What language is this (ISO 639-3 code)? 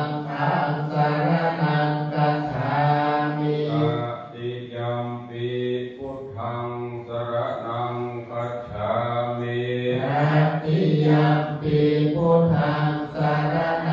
pli